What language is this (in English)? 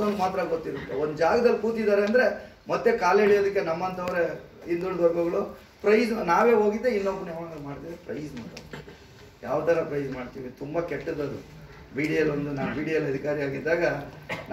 Kannada